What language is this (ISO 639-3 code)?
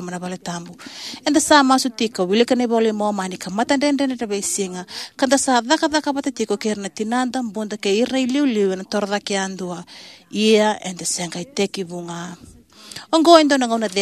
fij